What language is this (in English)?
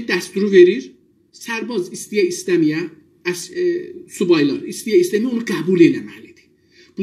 South Azerbaijani